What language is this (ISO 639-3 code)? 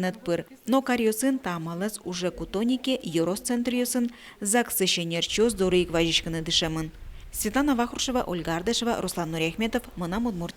udm